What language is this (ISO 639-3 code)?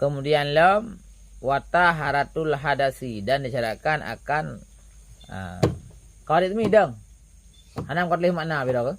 ace